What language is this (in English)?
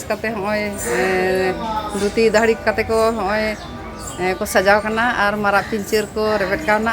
Santali